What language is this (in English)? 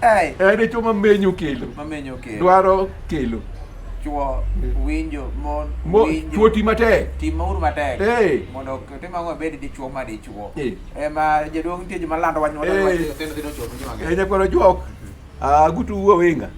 Luo (Kenya and Tanzania)